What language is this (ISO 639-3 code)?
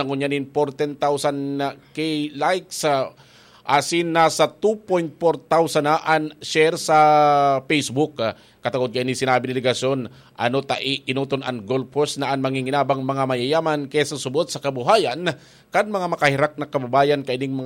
bik